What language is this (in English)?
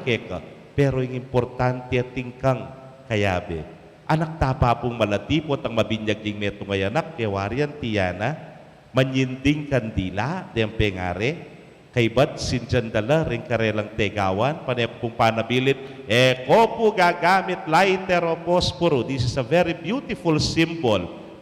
Pampanga